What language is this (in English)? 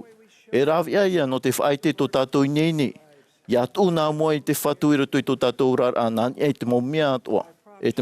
Tahitian